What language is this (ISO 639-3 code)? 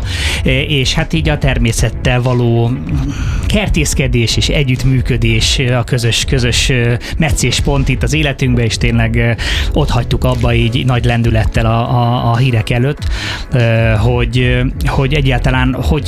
hun